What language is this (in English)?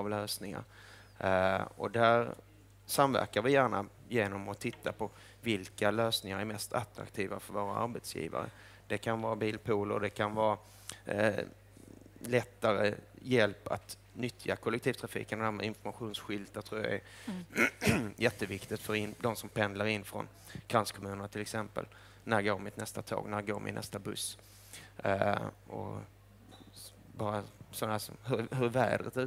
Swedish